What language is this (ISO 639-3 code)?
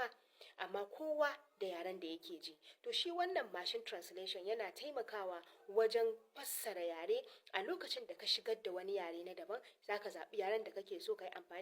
hau